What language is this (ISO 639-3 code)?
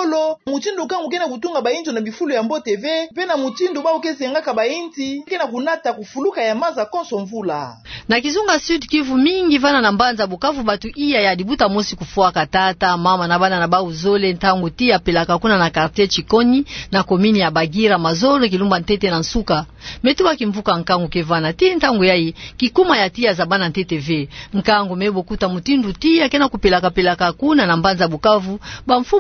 ktu